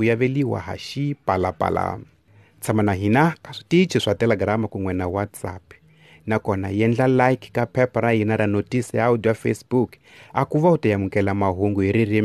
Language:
Tsonga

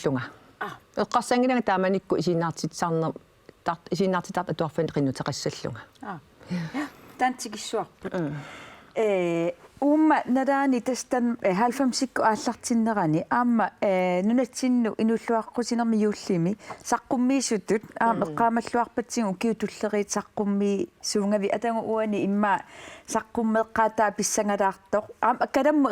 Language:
Kalaallisut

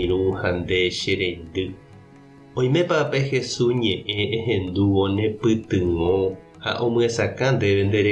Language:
Guarani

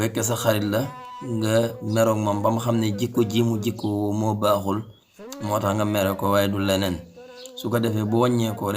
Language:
Wolof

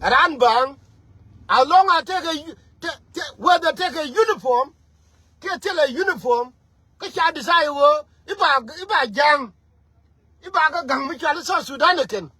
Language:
Nuer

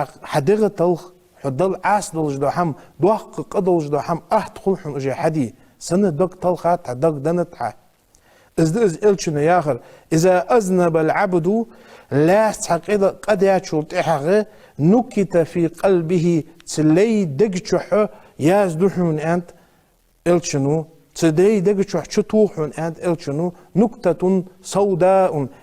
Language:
Ingush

